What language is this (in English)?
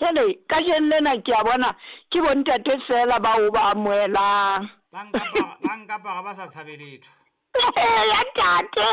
Southern Sotho